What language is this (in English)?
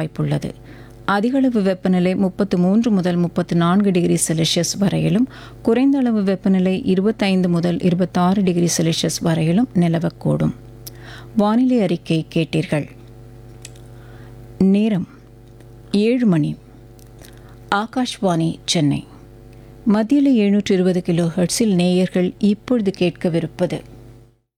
Tamil